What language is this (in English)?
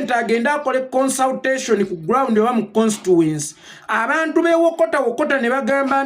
Ganda